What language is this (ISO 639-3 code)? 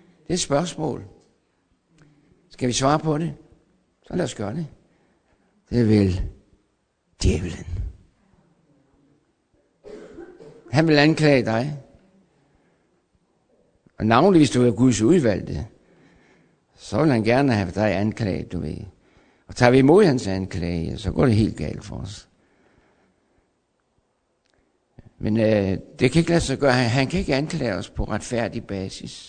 dan